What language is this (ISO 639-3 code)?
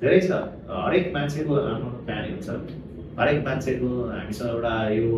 nep